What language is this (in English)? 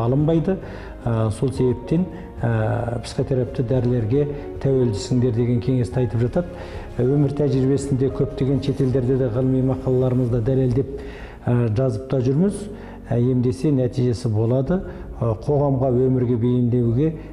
Kazakh